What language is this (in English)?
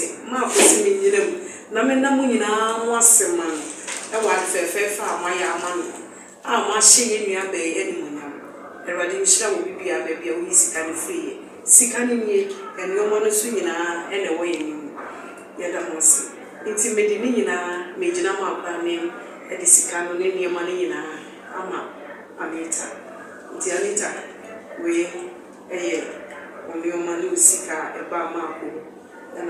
Akan